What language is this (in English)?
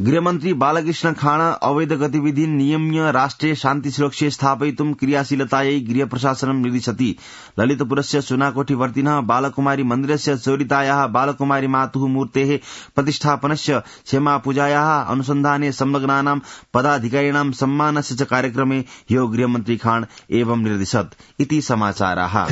Sanskrit